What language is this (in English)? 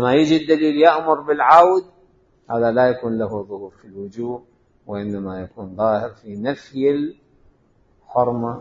Mesopotamian Arabic